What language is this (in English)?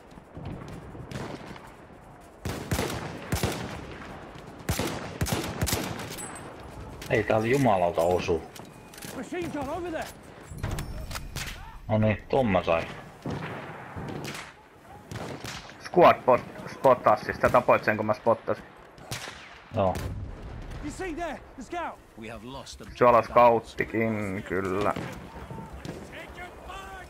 Finnish